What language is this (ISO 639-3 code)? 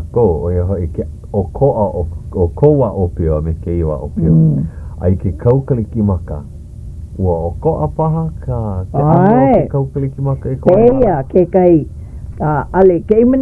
haw